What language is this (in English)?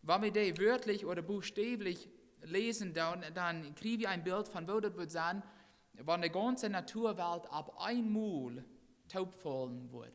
Plautdietsch